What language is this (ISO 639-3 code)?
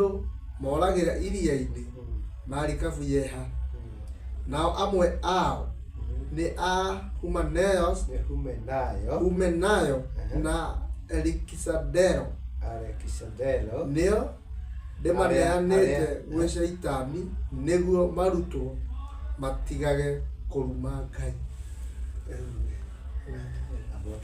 kik